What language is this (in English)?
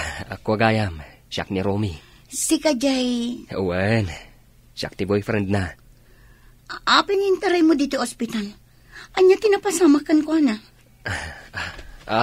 Iloko